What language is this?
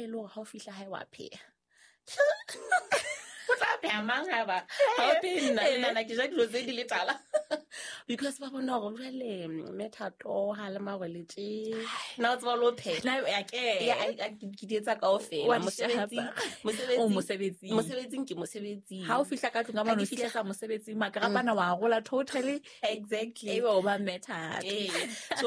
Southern Sotho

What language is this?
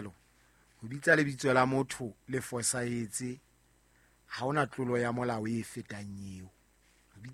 Southern Sotho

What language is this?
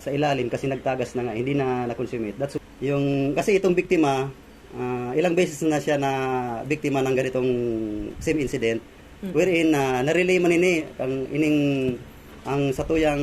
Bikol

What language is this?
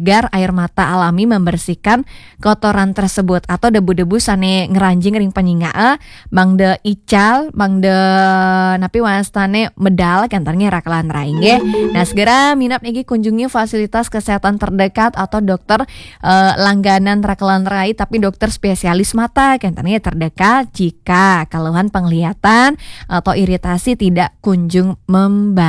Balinese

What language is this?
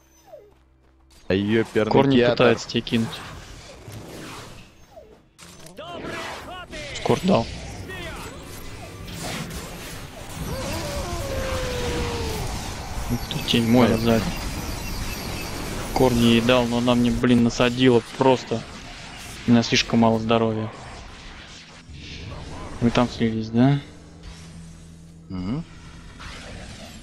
Russian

